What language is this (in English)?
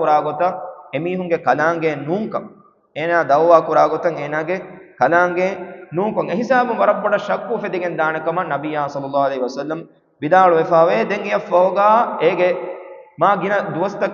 Divehi